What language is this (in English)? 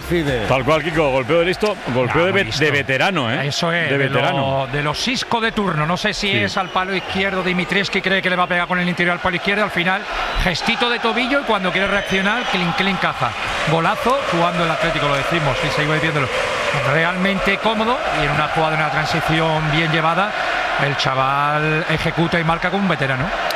Spanish